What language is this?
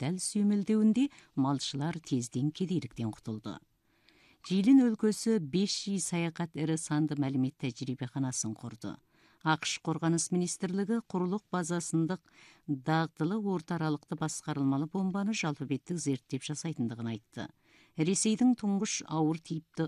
Kazakh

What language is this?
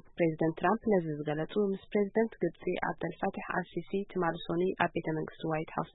Tigrinya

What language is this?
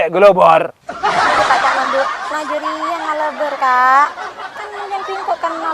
Madurese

